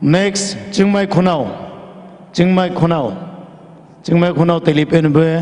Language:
Poumei Naga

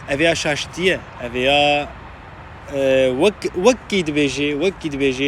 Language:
Kurdish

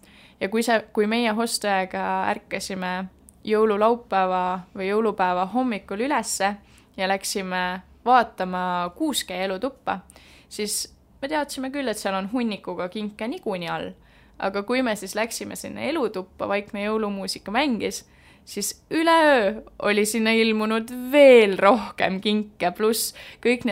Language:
Estonian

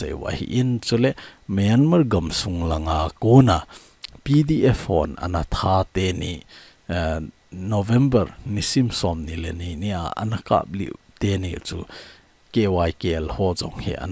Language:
Thado Chin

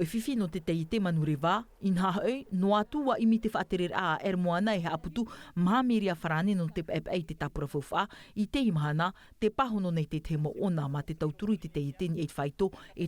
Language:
Tahitian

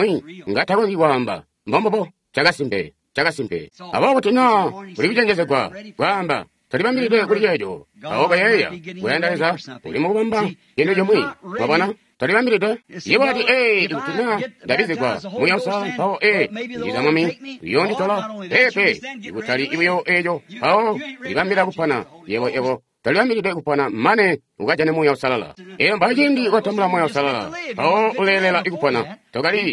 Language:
Tonga (Zambia)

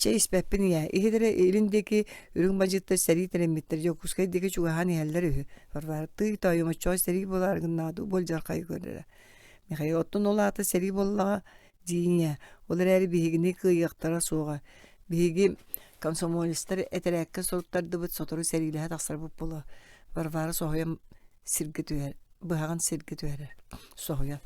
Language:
Yakut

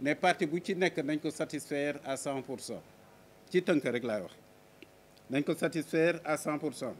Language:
Wolof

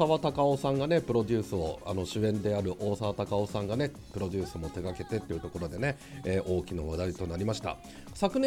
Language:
Japanese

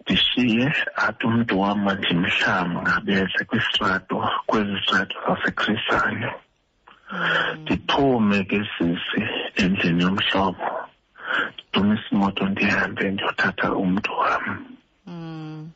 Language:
Xhosa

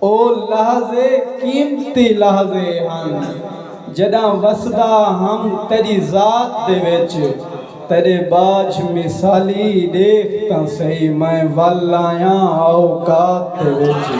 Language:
Saraiki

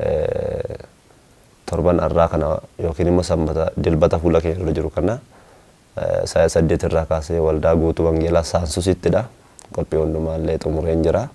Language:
Oromo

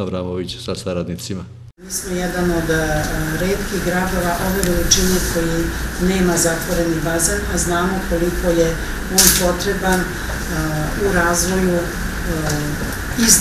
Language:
Serbian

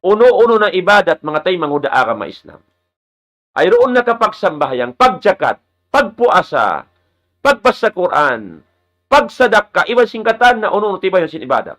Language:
Tausug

